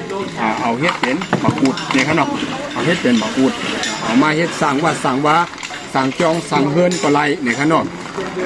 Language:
Shan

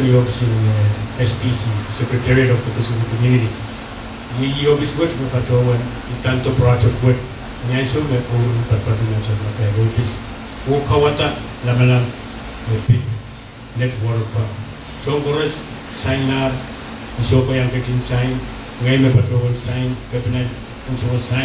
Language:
Pohnpeian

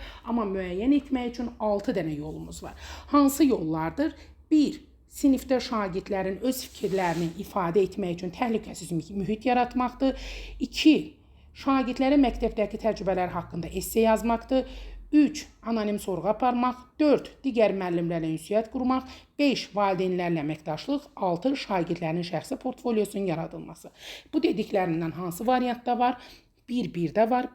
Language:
Azerbaijani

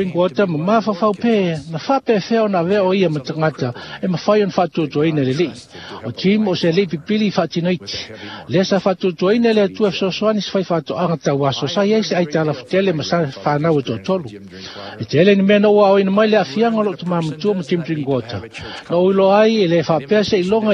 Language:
Samoan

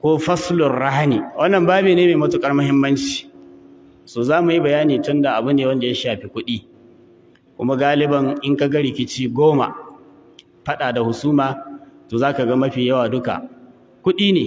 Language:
Hausa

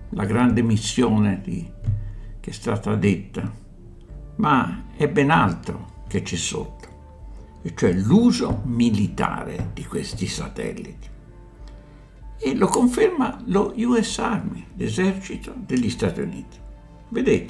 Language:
Italian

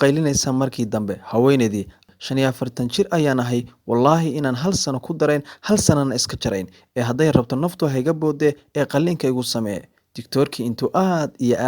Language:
Somali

